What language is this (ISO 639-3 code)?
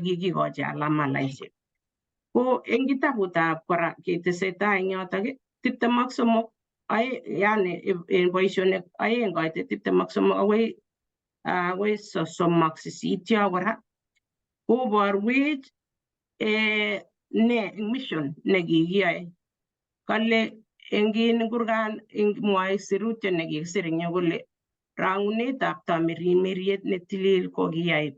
kln